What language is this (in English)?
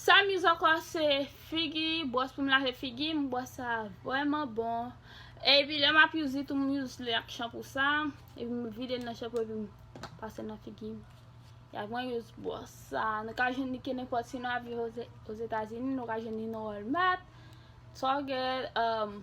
Haitian Creole